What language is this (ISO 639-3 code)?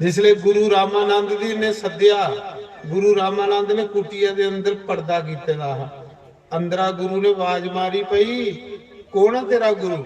doi